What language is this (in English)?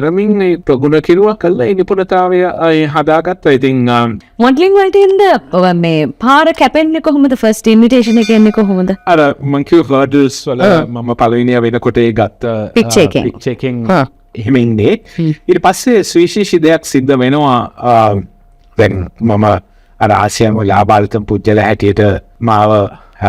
Sinhala